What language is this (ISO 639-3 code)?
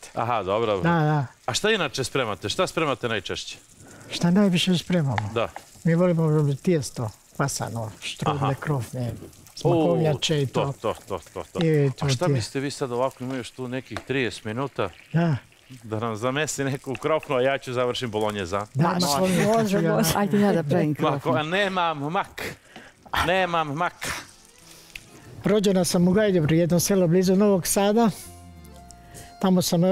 srp